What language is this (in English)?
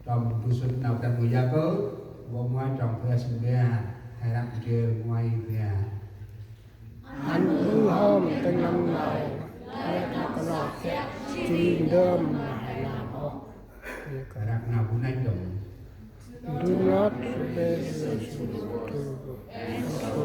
Central Mnong